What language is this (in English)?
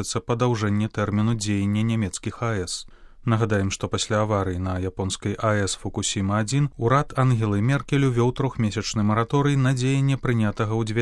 Belarusian